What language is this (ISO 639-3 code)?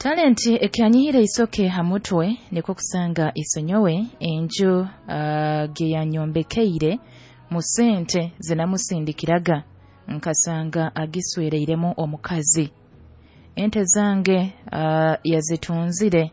nyo